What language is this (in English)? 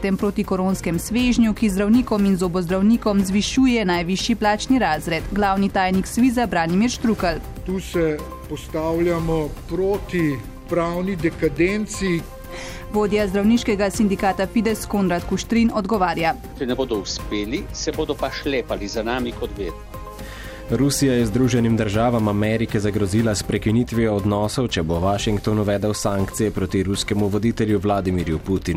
Slovenian